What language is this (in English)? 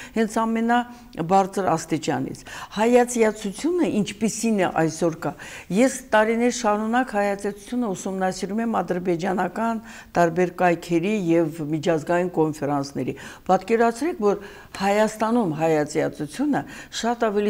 Armenian